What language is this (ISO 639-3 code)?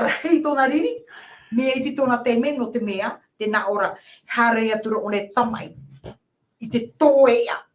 tah